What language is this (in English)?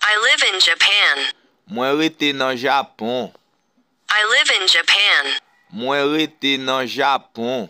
Haitian Creole